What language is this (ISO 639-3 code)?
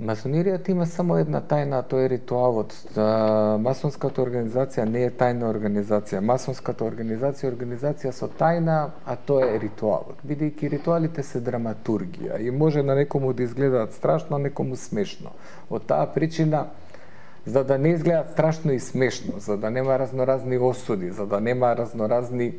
mkd